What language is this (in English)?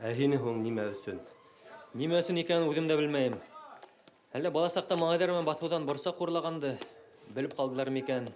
Bashkir